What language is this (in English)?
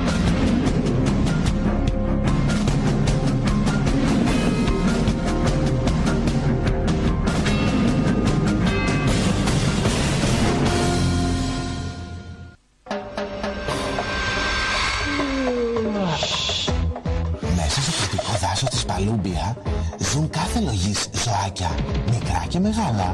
Greek